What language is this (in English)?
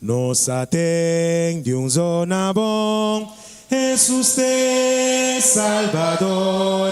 Papiamento